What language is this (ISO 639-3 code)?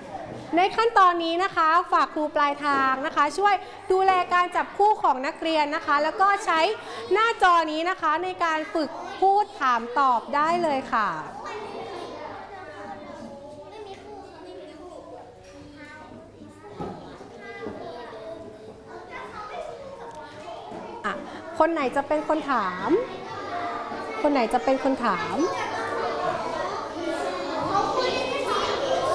tha